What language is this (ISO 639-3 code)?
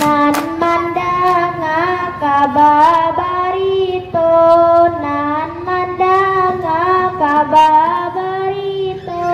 min